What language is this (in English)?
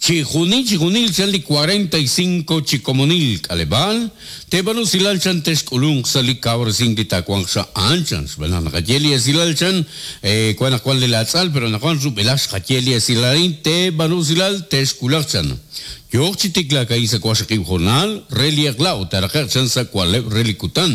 Kekchí